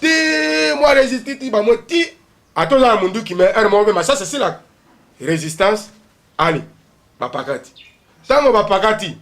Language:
Lingala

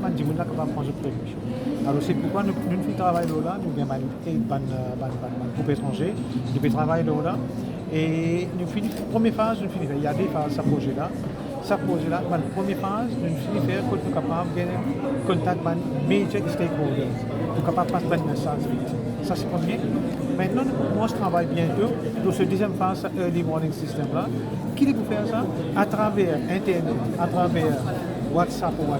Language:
Morisyen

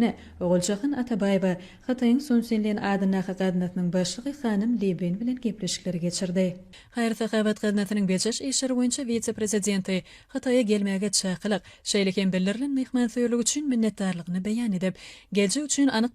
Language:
Turkmen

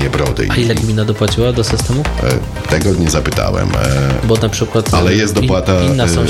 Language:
Polish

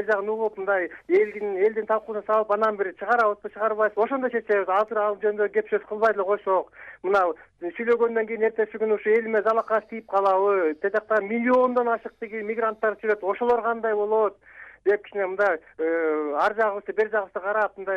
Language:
Kyrgyz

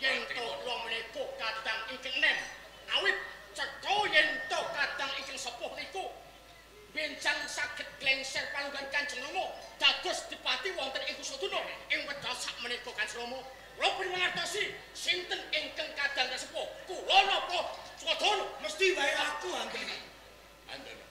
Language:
Javanese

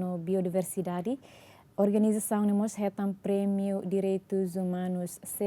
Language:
Tetum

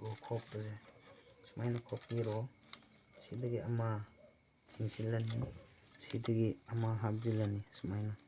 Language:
Manipuri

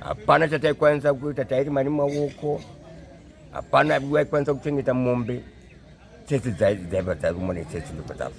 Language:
Shona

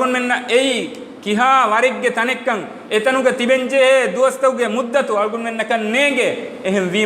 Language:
Divehi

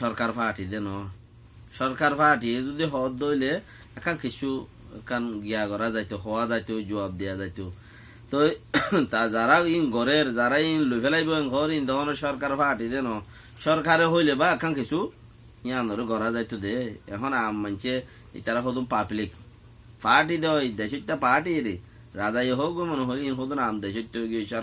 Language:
Rohingya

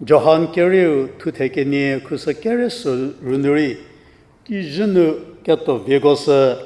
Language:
Angami Naga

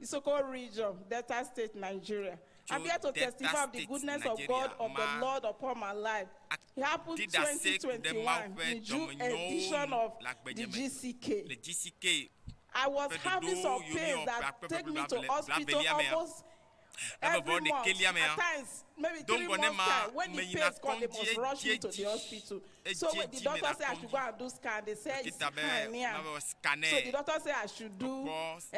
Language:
Ewe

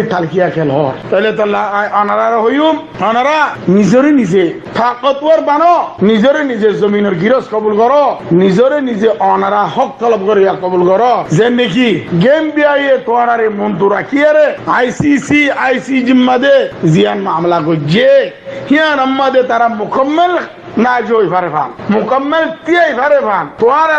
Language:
Rohingya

